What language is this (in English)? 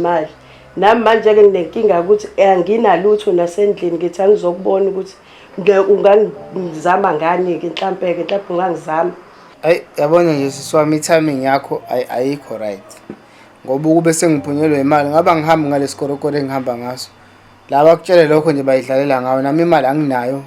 Zulu